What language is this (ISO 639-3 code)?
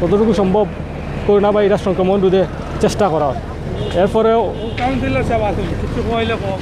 syl